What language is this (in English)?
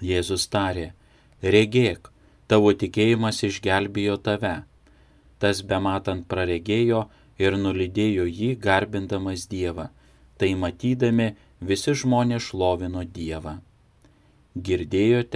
Lithuanian